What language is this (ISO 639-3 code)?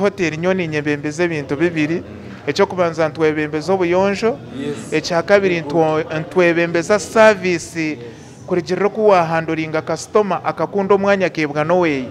nyn